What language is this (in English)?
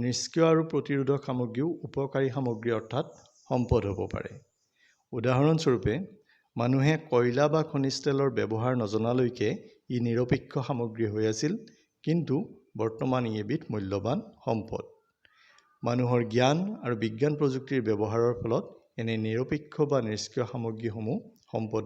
Assamese